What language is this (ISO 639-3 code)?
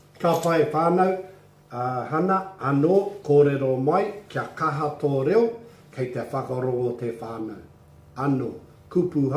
mri